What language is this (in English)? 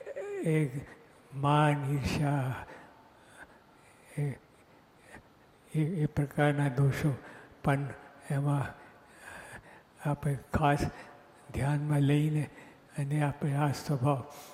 Gujarati